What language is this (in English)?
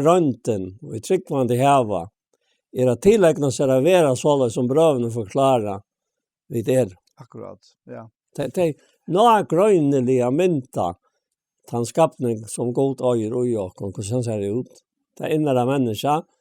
Faroese